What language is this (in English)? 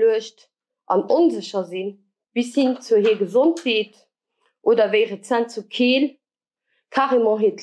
Luxembourgish